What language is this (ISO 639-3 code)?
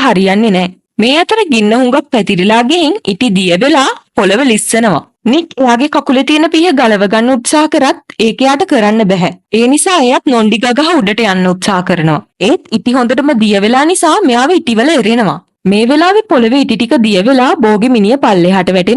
sin